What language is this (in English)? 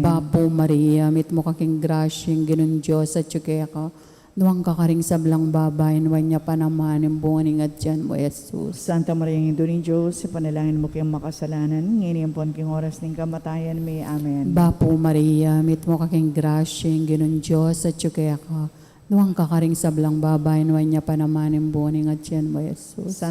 Pampanga